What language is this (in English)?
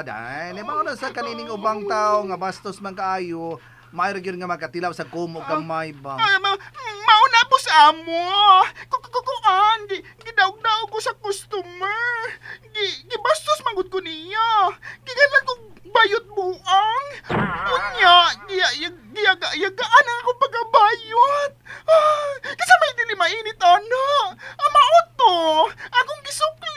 Cebuano